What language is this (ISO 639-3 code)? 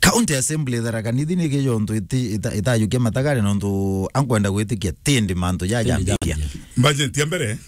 mer